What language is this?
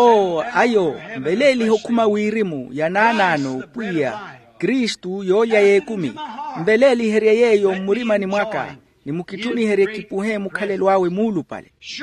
Makhuwa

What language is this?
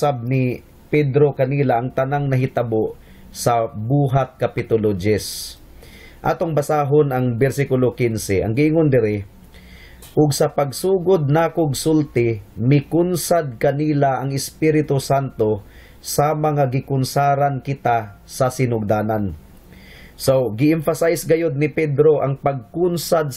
Cebuano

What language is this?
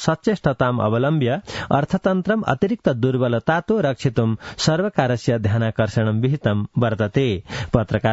Sanskrit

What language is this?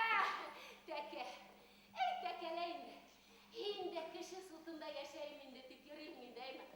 Bashkir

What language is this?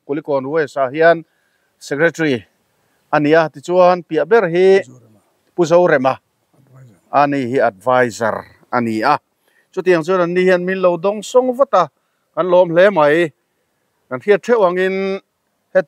Mizo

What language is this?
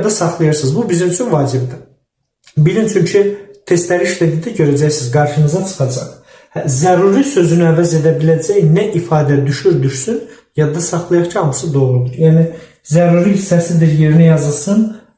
Azerbaijani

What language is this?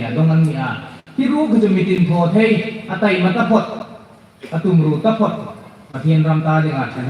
Hmar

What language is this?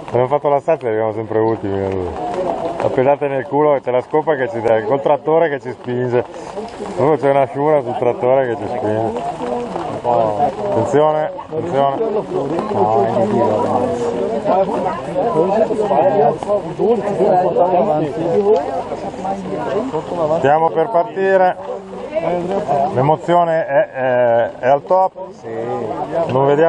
Italian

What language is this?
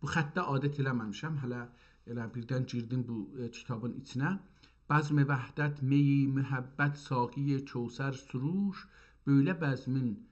South Azerbaijani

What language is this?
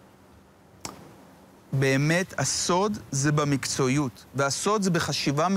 Hebrew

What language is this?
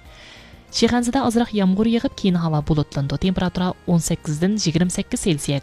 Uyghur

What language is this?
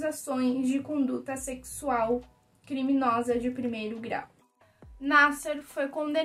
Portuguese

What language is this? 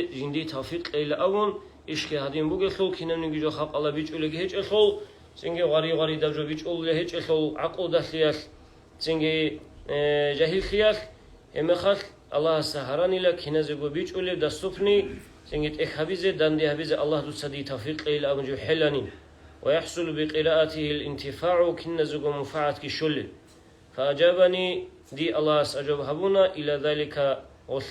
Avaric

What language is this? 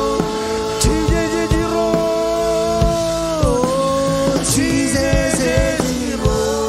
Marshallese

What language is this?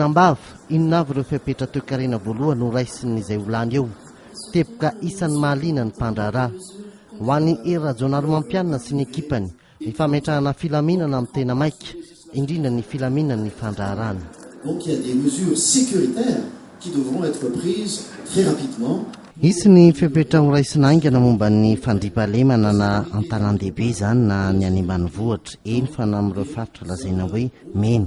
Malagasy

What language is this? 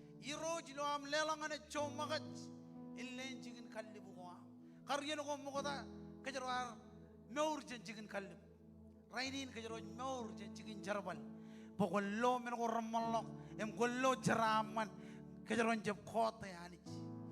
Marshallese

